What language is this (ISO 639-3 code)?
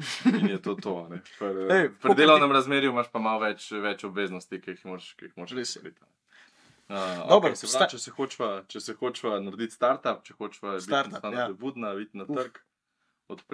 slv